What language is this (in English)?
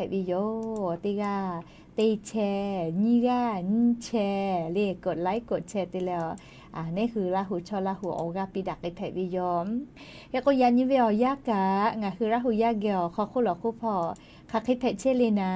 Lahu